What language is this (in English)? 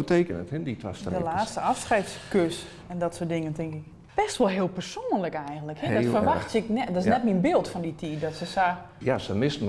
Western Frisian